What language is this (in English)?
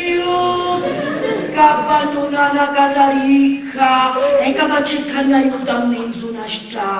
Sicilian